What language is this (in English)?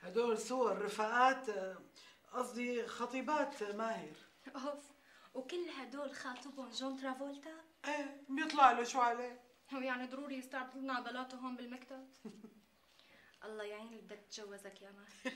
North Levantine Arabic